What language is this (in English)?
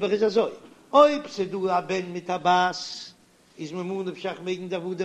Yiddish